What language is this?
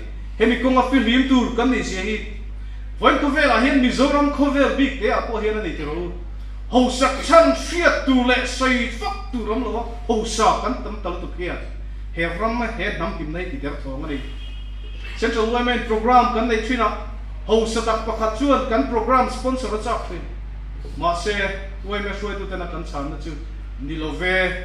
Mizo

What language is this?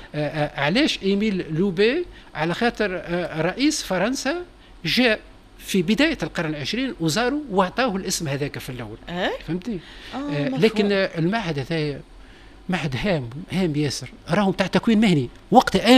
Tunisian Arabic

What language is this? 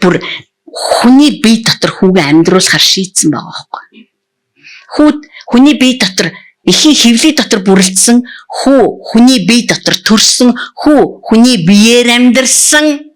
Mongolian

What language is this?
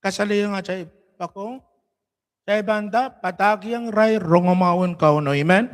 Pohnpeian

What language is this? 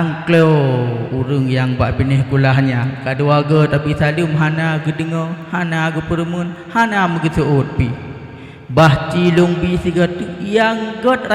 Achinese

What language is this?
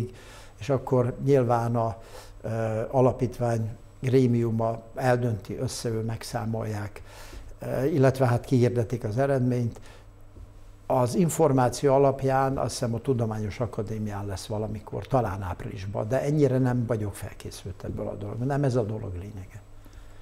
Hungarian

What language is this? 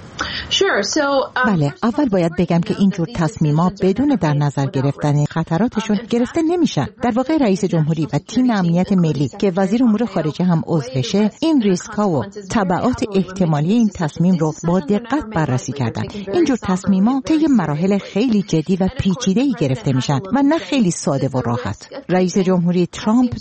Persian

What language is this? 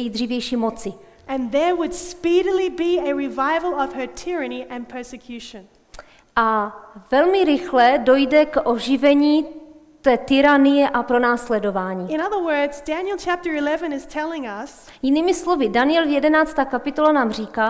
Czech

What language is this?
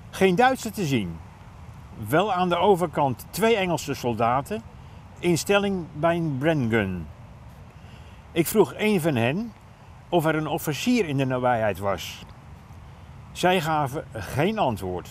Dutch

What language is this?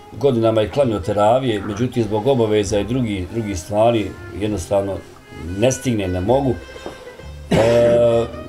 Bosnian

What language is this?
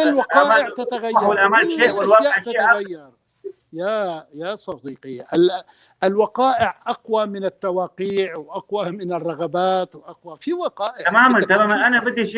North Levantine Arabic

